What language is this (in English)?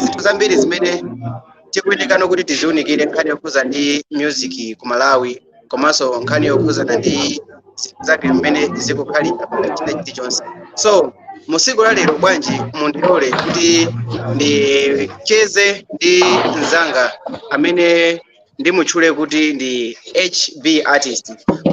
Nyanja